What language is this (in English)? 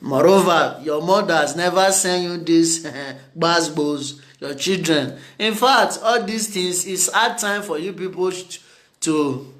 Nigerian Pidgin